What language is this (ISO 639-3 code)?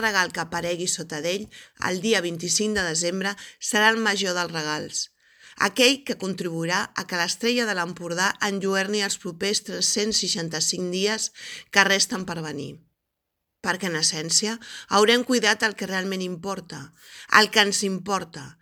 cat